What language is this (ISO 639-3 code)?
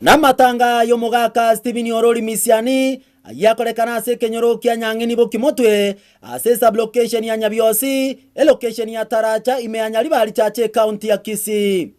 guz